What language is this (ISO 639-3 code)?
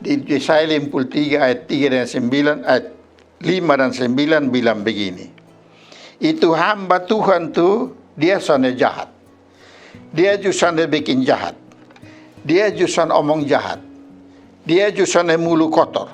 mkn